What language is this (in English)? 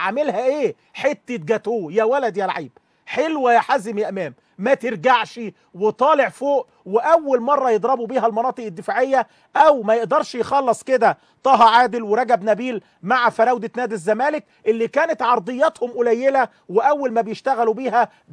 Egyptian Arabic